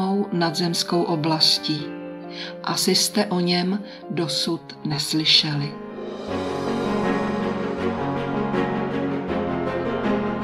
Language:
Czech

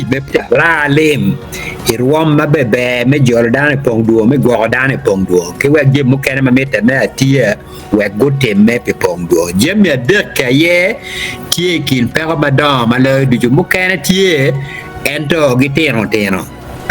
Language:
Acoli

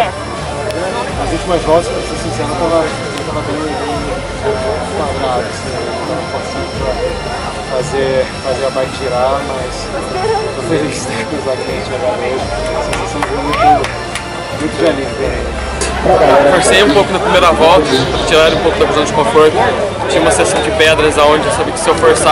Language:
Portuguese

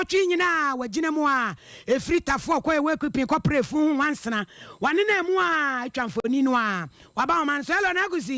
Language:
Akan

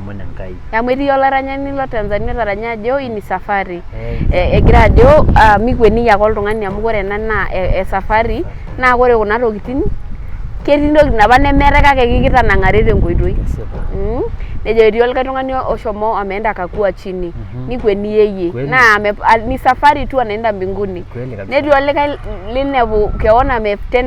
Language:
Masai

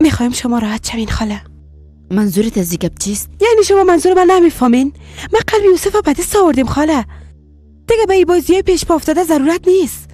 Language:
Persian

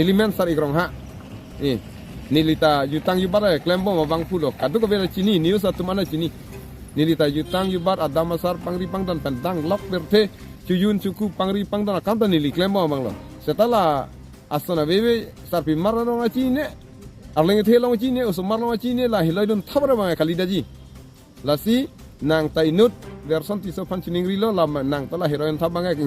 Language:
Karbi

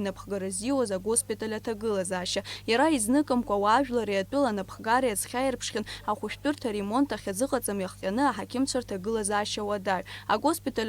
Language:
Abkhazian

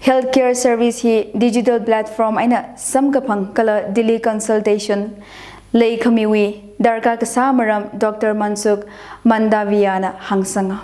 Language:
Tangkhul Naga (India)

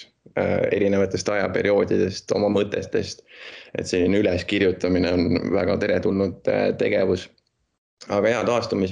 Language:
Estonian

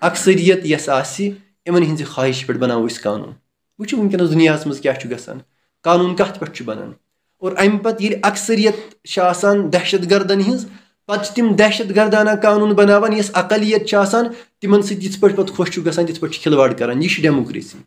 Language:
Kashmiri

